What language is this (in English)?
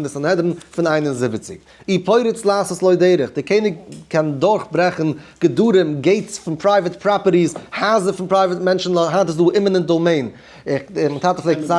Yiddish